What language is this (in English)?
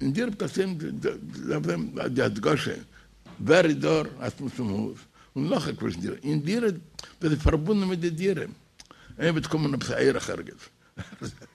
Yiddish